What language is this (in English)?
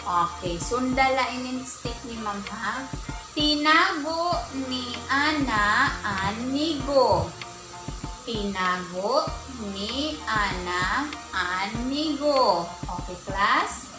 Waray